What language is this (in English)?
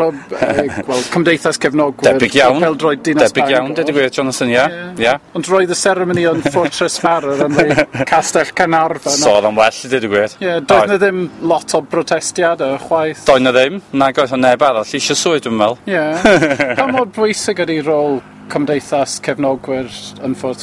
Welsh